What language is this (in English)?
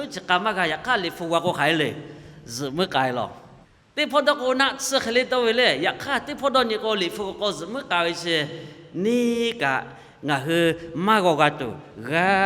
Lahu